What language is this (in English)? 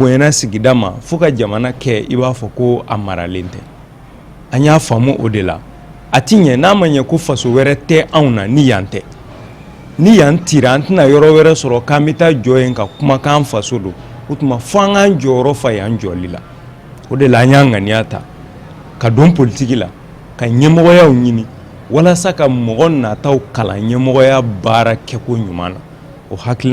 Bambara